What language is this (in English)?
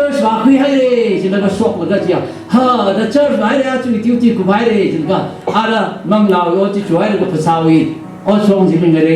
Tangkhul Naga (India)